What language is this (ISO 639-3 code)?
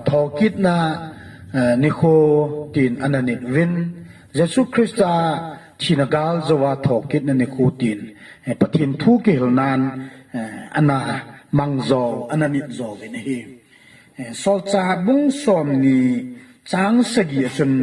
tcz